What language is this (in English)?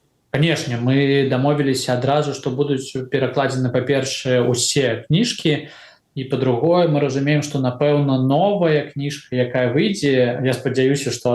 Belarusian